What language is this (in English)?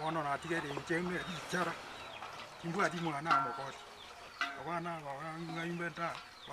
Gusii